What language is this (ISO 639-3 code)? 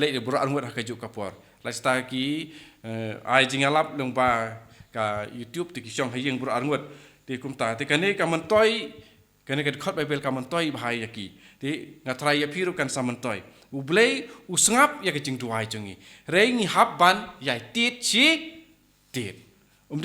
kha